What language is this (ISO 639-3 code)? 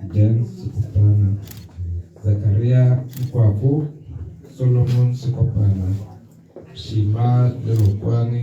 tsn